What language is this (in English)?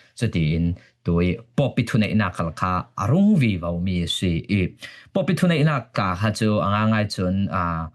Falam Chin